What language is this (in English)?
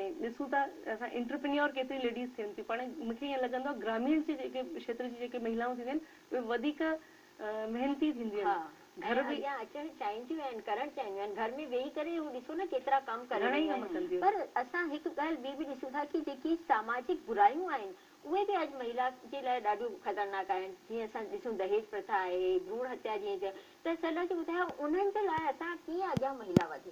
Sindhi